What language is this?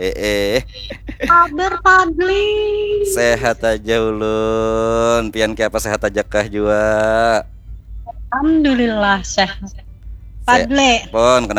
Banjar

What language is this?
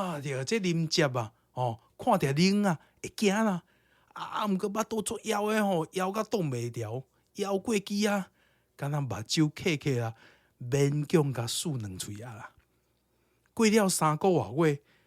Min Nan Chinese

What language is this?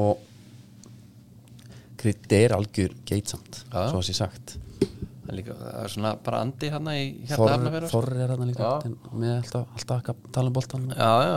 Icelandic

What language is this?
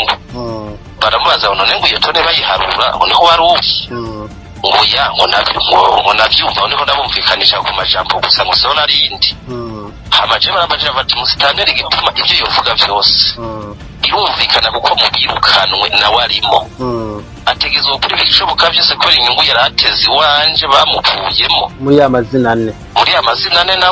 Rundi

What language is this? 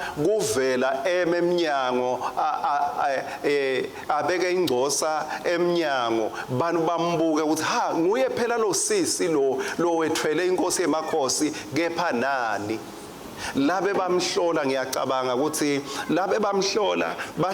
Swati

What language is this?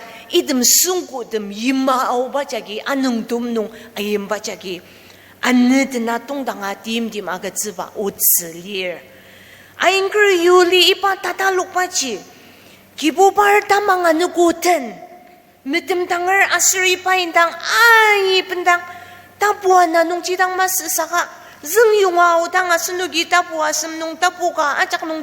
Ao Naga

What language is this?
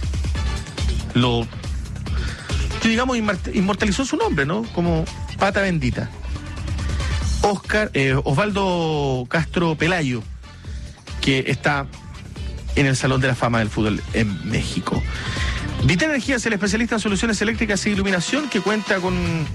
Spanish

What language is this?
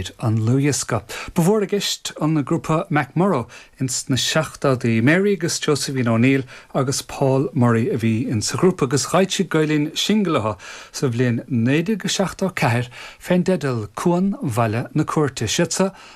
Irish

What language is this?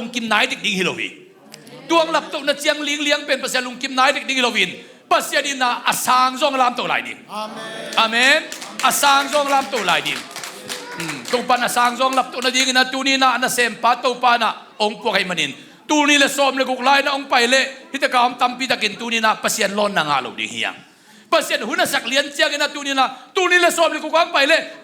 Tedim Chin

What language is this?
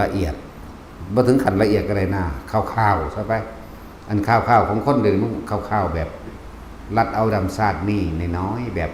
Northeastern Thai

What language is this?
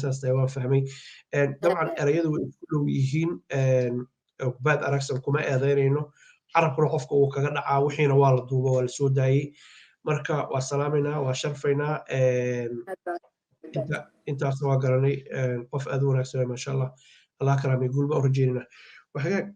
Somali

